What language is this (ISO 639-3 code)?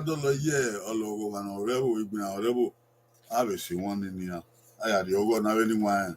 bin